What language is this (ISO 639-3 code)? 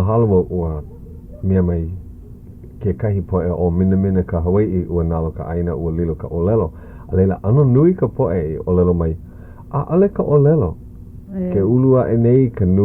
haw